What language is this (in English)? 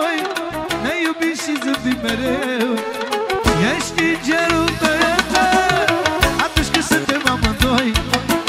Romanian